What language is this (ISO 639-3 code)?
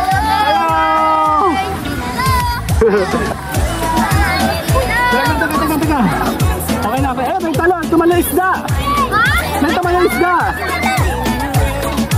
fil